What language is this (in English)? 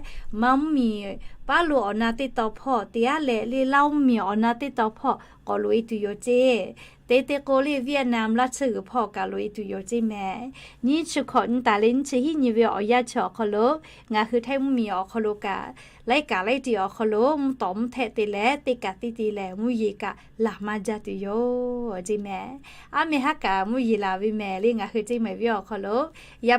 Lahu